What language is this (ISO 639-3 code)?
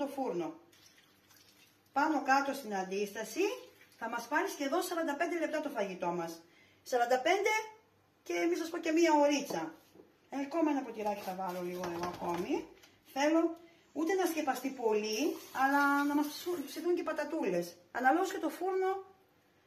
ell